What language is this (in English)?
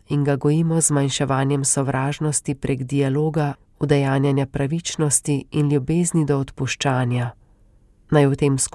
Slovenian